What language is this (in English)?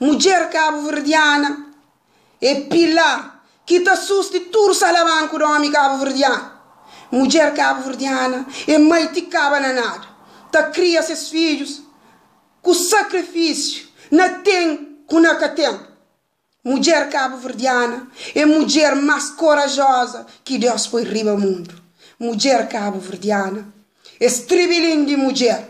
Kabuverdianu